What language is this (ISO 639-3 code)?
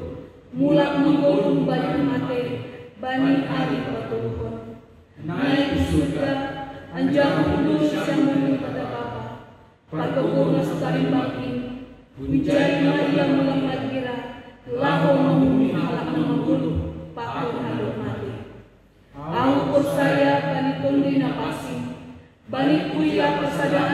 bts